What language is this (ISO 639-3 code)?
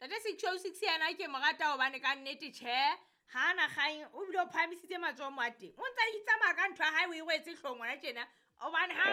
sot